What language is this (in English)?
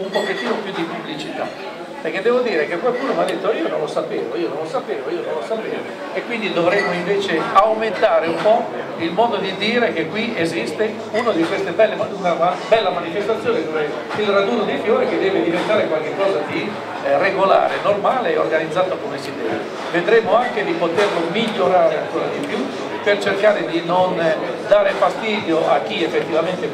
Italian